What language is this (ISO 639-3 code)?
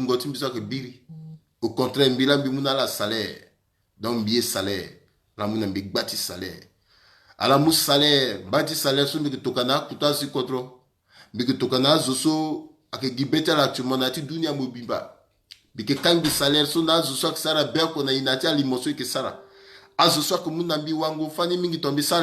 sag